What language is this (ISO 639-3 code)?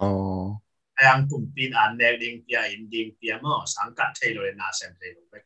ctd